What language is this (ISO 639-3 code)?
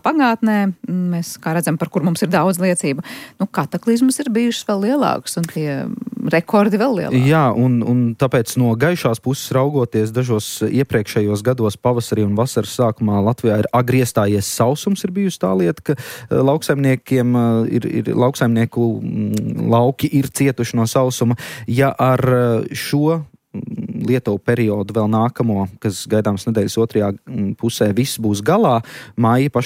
lav